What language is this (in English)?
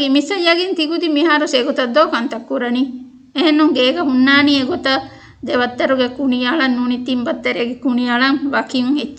Divehi